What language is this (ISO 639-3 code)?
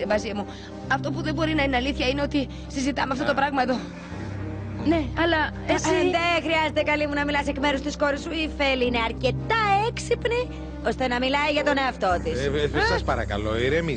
ell